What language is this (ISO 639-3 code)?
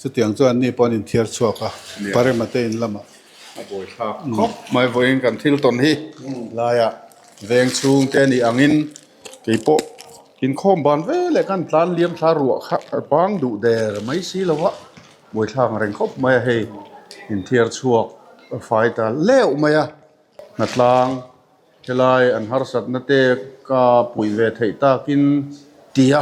lus